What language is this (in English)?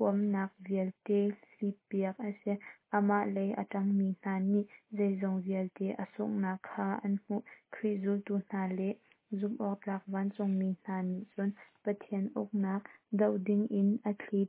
Hakha Chin